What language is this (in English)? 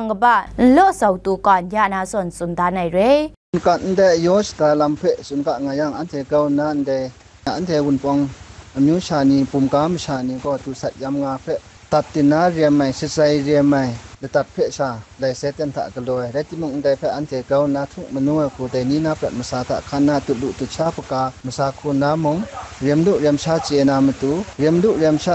Kachin